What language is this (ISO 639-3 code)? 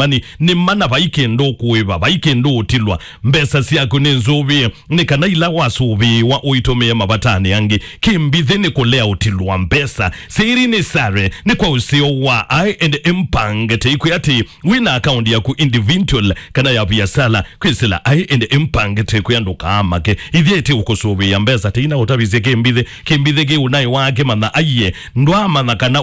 kam